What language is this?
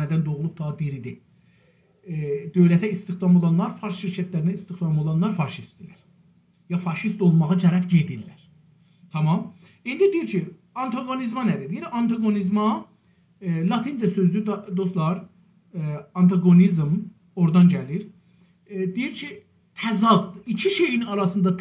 South Azerbaijani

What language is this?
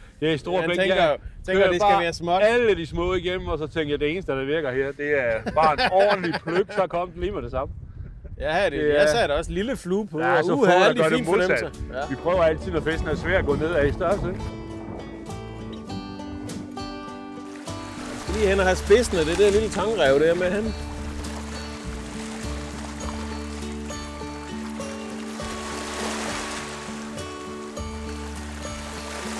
Danish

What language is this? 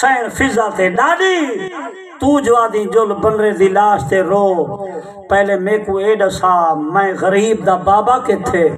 Saraiki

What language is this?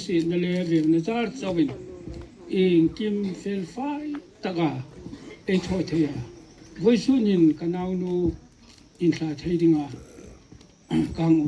Hmar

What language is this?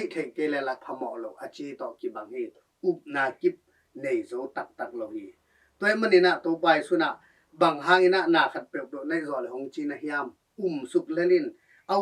Tedim Chin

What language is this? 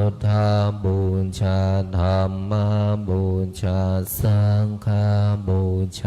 Pali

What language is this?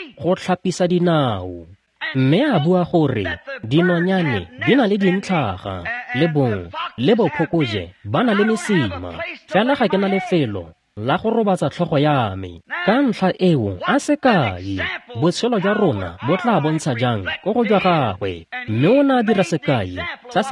Tswana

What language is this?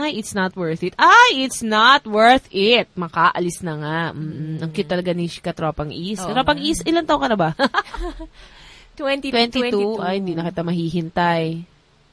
Filipino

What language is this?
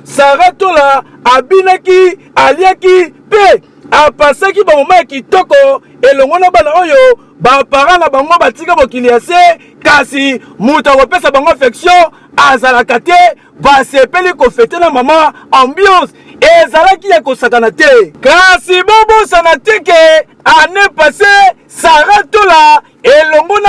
Lingala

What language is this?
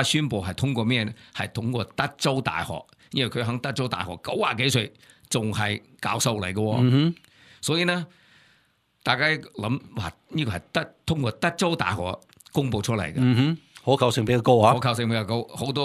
Cantonese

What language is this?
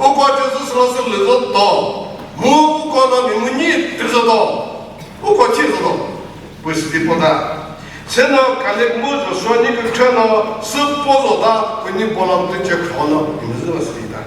Chokri Naga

